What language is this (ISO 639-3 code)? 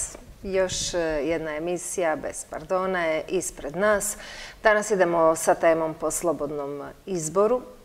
hrv